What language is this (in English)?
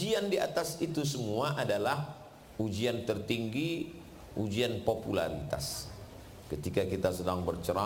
Indonesian